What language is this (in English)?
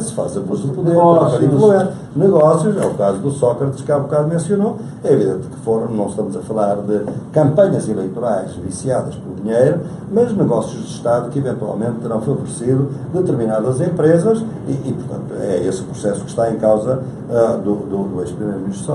Portuguese